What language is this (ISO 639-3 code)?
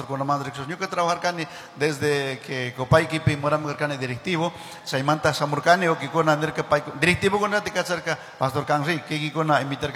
qug